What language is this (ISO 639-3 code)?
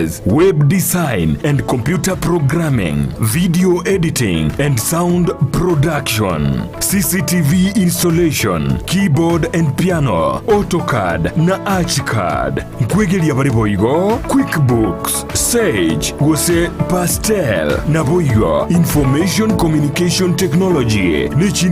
guz